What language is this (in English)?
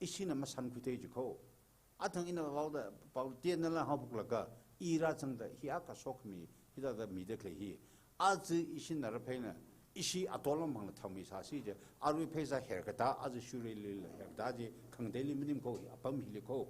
Tangkhul Naga (India)